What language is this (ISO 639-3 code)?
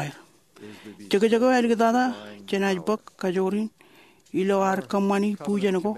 mah